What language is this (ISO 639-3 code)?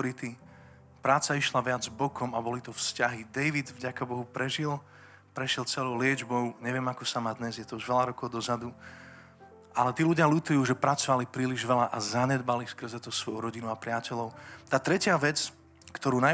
slk